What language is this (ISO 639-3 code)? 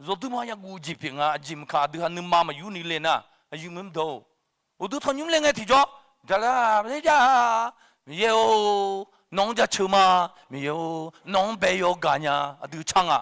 ahk